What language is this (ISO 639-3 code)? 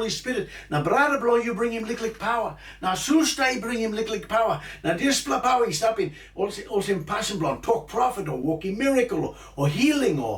tpi